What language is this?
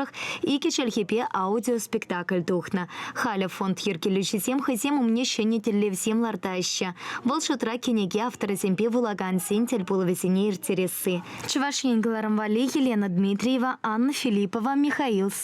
Chuvash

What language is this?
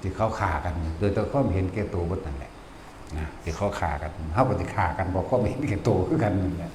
Northeastern Thai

